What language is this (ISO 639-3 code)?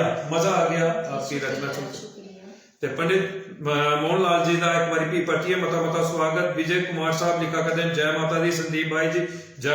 doi